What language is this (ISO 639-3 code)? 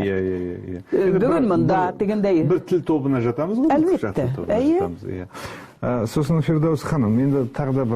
bak